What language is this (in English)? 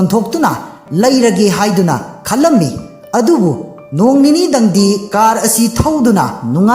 Manipuri